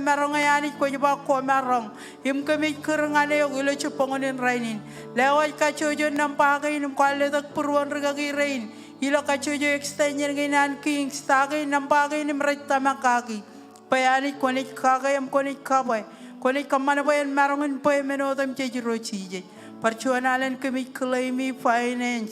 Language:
Marshallese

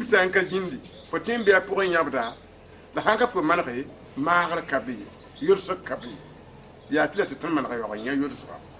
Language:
Mossi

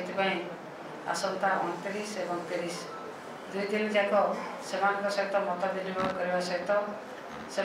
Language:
Odia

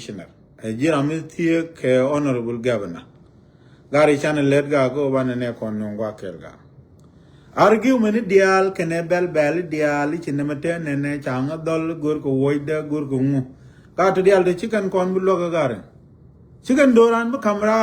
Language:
Nuer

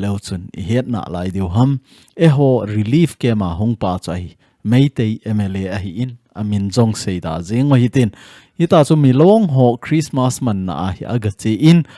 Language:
Thado Chin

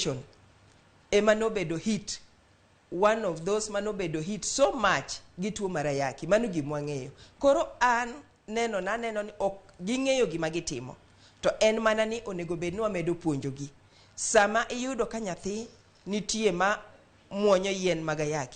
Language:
Luo (Kenya and Tanzania)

